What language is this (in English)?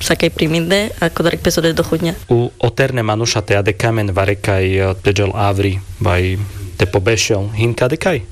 Carpathian Romani